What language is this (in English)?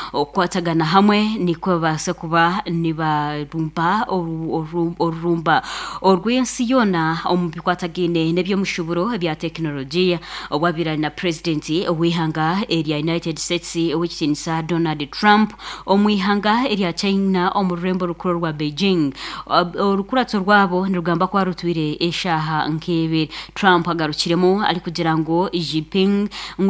Nyankole